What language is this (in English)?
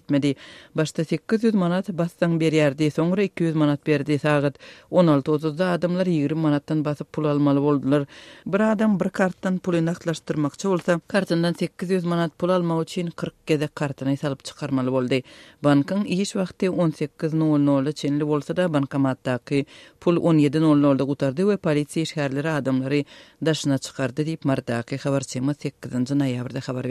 Turkmen